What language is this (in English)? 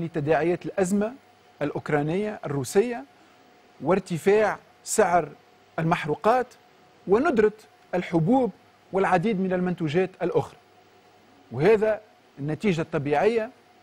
Tunisian Arabic